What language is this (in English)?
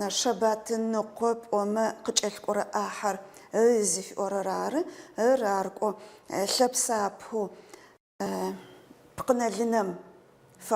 Adyghe